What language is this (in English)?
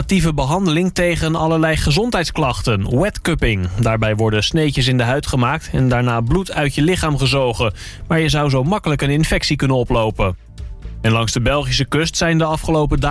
Dutch